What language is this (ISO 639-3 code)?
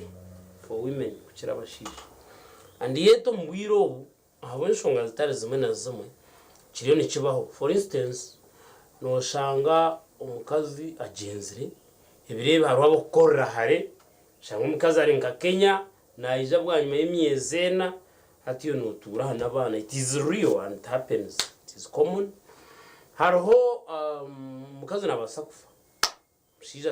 nyn